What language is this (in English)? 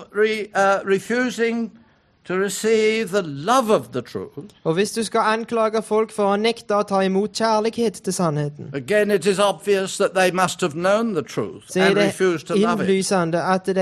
Norwegian